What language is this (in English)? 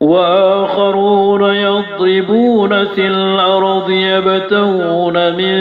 Maranao